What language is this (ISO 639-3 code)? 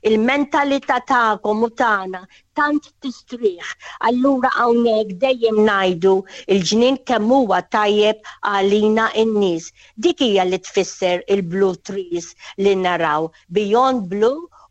mlt